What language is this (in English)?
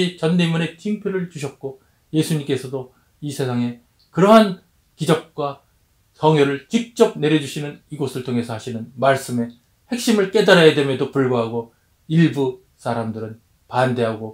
Korean